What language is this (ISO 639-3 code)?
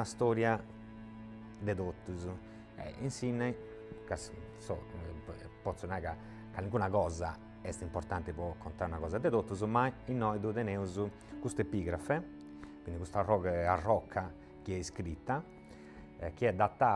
srd